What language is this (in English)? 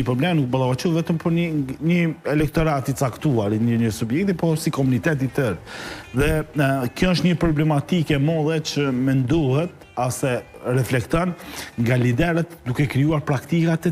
Albanian